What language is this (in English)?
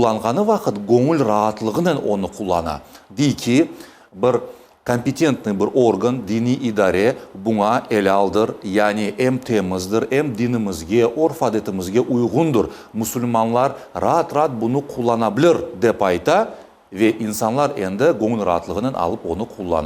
Crimean Tatar